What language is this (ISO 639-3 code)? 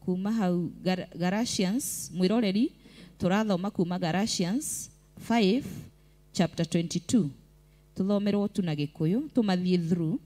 kik